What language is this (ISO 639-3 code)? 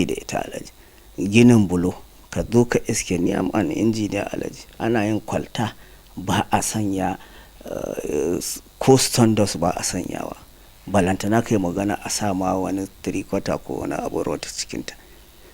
hau